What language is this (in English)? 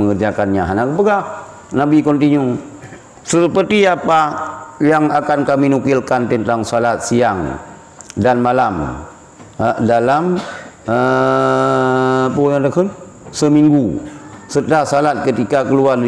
Achinese